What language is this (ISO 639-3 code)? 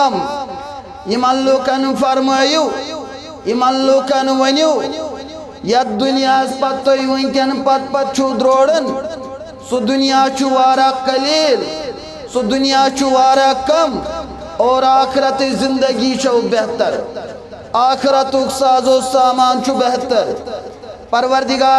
kas